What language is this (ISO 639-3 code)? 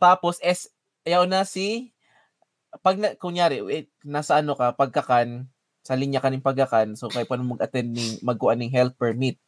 bik